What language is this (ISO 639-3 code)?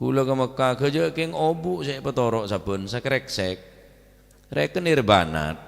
mad